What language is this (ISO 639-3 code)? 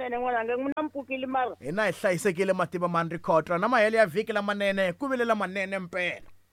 tso